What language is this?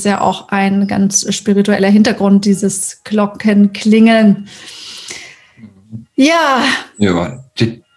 German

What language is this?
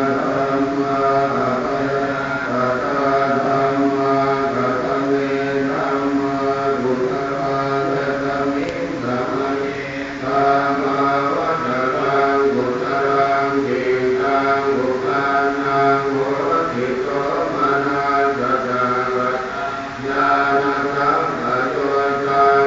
Pali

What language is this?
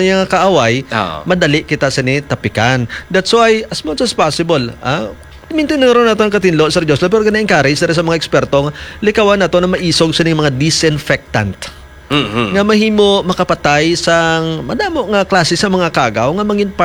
Hiligaynon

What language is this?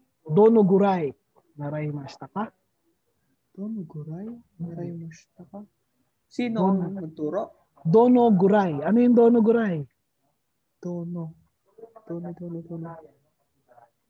Filipino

